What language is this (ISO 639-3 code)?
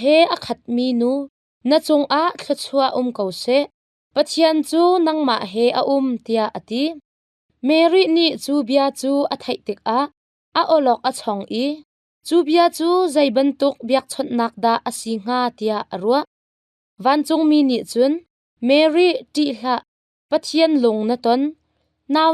cnh